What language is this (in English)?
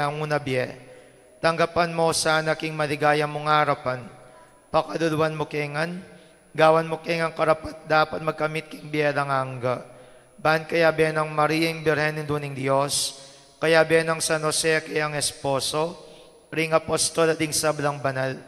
Pampanga